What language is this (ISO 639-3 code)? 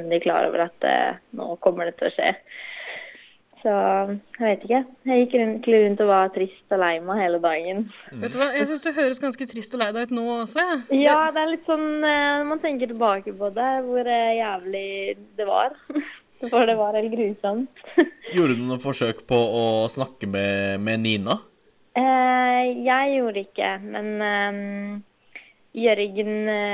nor